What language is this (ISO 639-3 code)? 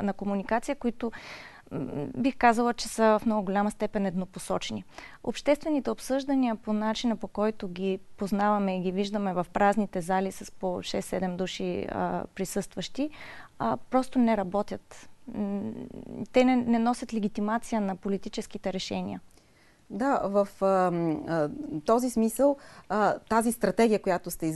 bul